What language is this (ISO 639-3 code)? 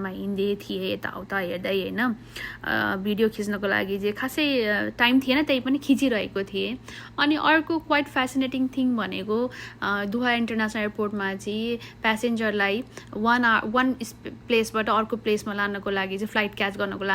nep